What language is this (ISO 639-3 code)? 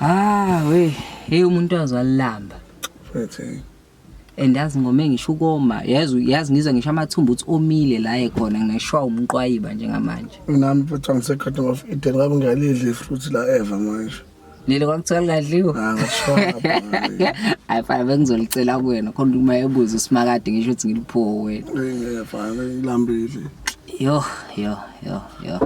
zul